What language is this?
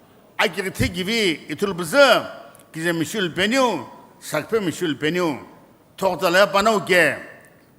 Sumi Naga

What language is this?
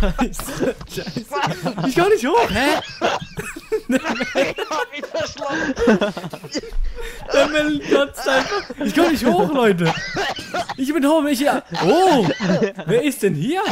Swiss German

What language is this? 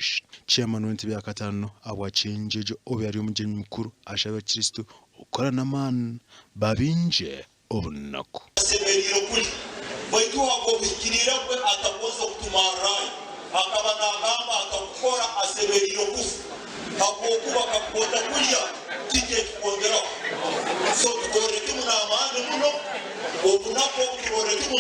Nyankole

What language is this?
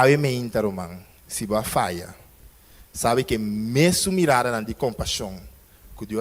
Papiamento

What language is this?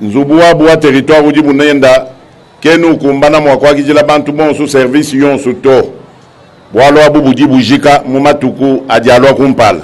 Luba-Lulua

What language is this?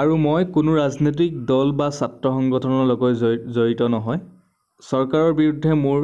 Assamese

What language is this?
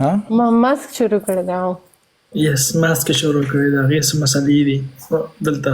Pashto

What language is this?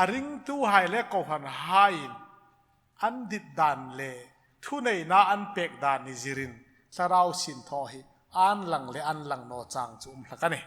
Hmar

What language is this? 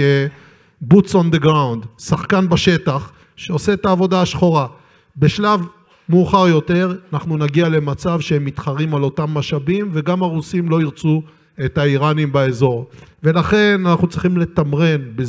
Hebrew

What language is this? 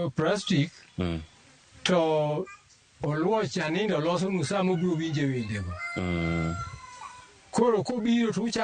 Luo (Kenya and Tanzania)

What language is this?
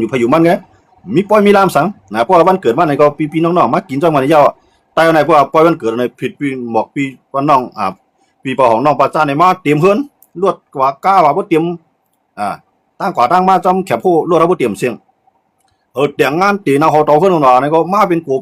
Shan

